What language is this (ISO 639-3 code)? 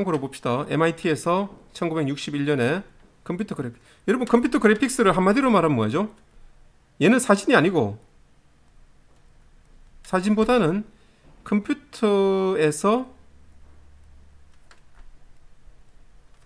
kor